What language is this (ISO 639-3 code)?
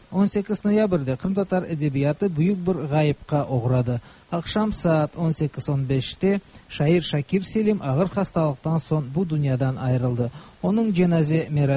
tat